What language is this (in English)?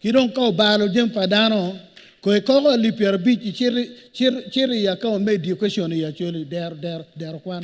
Acoli